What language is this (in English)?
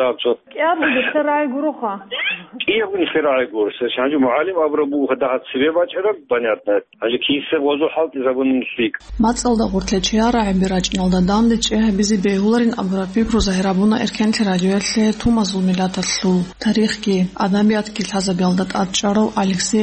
Avaric